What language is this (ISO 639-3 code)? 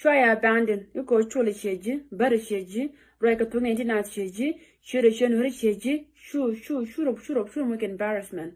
nus